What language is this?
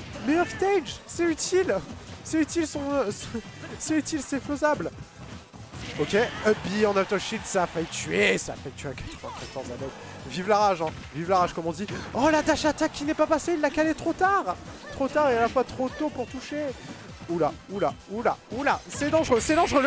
French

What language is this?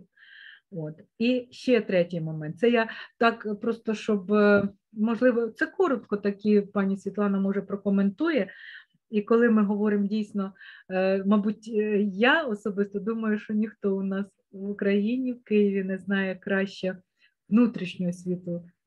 Ukrainian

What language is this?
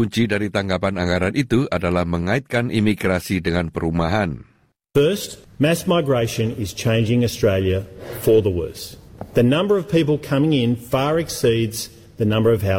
Indonesian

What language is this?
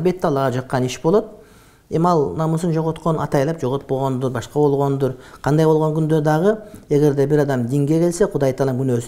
Kyrgyz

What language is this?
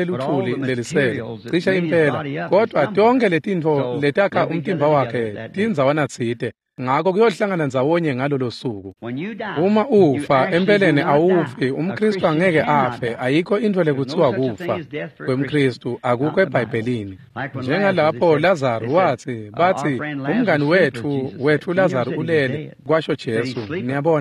Swati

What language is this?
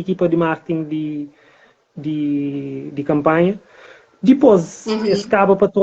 Kabuverdianu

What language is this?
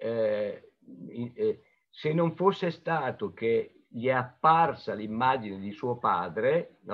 Italian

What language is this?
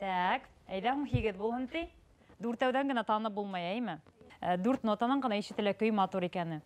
Bashkir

